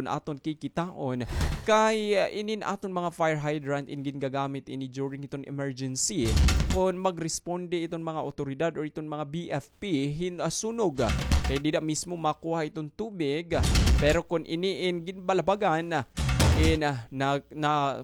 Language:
Waray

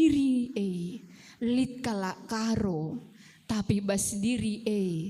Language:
Batak Karo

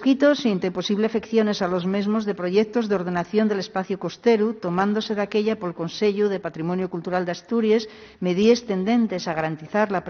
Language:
Asturian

